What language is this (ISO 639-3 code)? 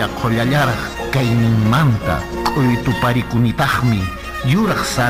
que